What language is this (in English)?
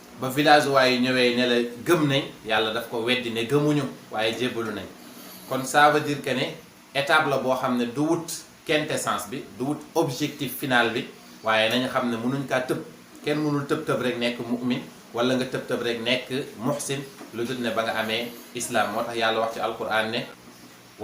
Wolof